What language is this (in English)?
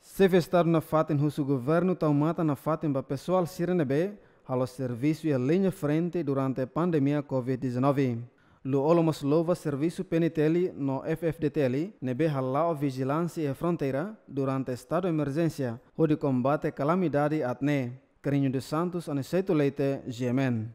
Tetum